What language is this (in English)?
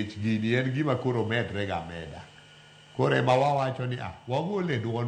Luo (Kenya and Tanzania)